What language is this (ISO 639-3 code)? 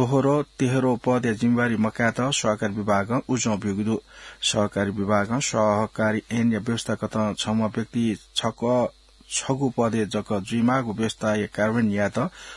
new